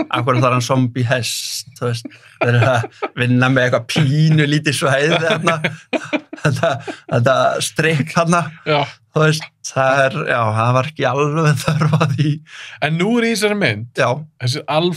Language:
Icelandic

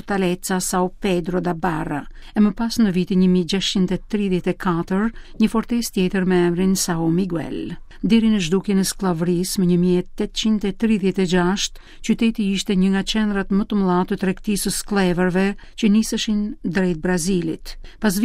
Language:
Albanian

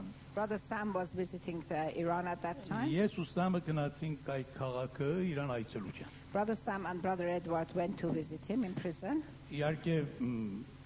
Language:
Armenian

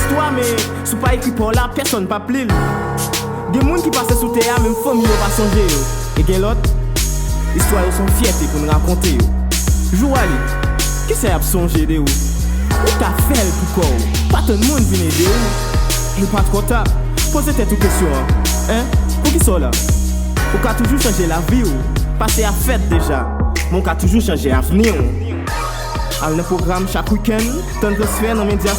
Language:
Haitian Creole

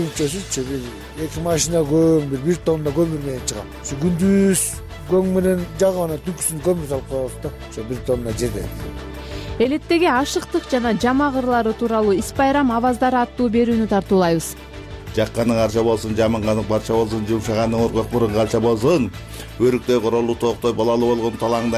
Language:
Kyrgyz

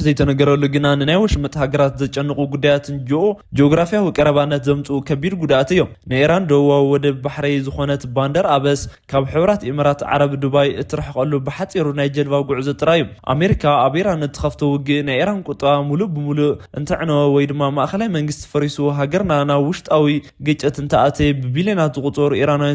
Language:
Tigrinya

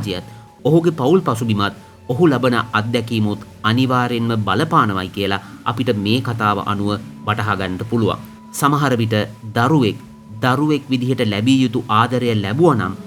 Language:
Sinhala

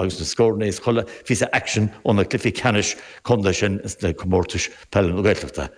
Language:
Irish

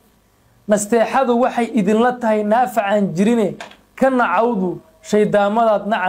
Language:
Somali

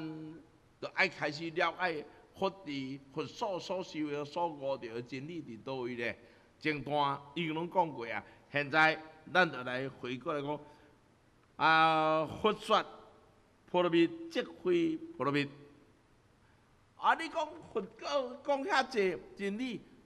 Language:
Min Nan Chinese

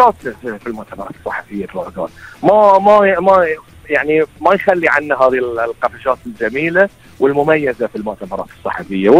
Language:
Gulf Arabic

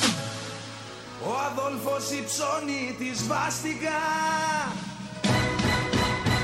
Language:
Greek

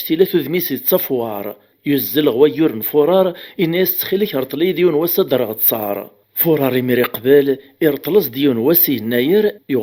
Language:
Kabyle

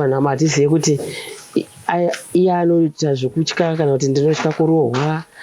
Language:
Shona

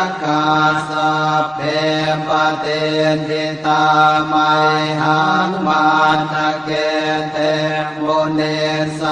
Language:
Pali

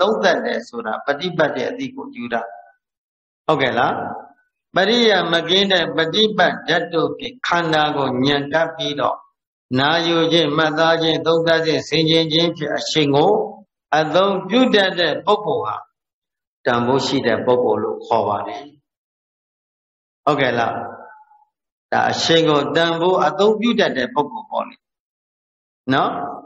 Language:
Burmese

